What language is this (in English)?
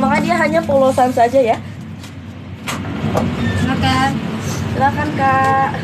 Indonesian